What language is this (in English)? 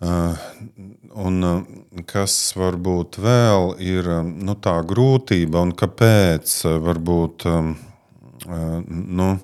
Latvian